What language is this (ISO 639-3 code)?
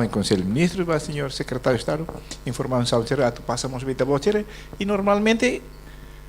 tet